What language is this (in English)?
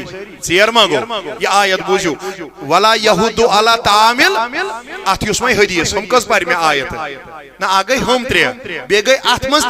Kashmiri